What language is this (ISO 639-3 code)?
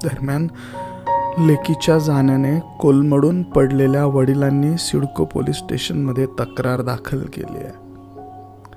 mar